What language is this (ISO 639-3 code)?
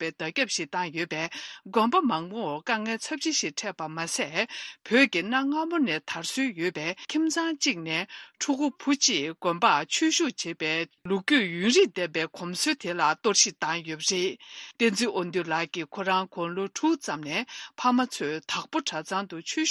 bod